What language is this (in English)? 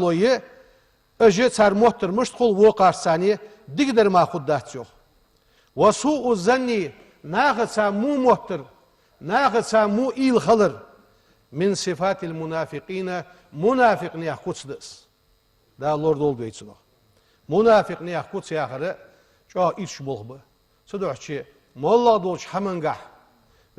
Ingush